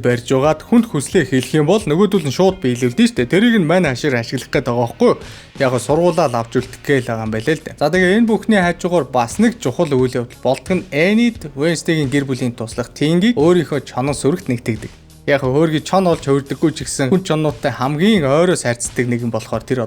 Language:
Mongolian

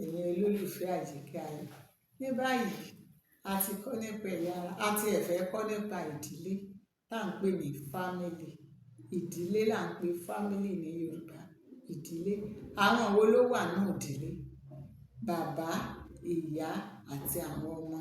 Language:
Yoruba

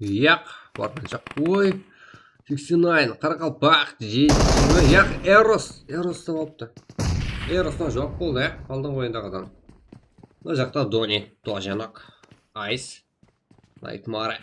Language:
Kara-Kalpak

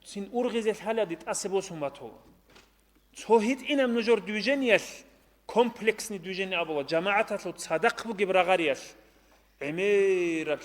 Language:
Avaric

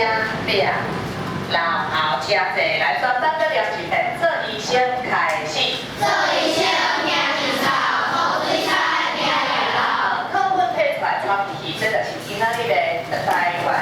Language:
Min Nan Chinese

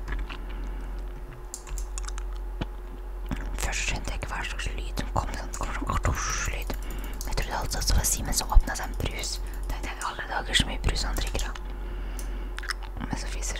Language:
Norwegian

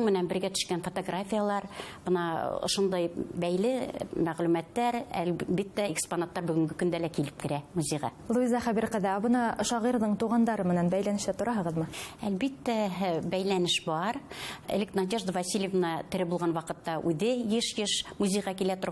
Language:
Bashkir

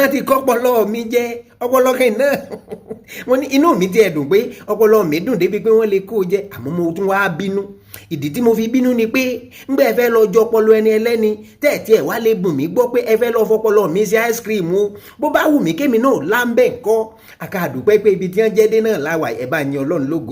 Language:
Yoruba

